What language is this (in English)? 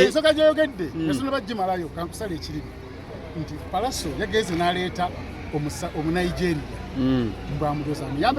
Ganda